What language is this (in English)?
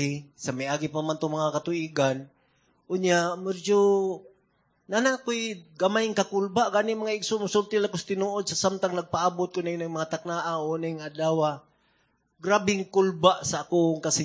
Cebuano